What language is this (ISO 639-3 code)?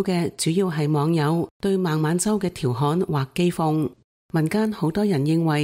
yue